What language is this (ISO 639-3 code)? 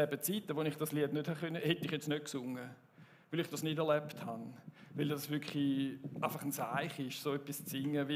gsw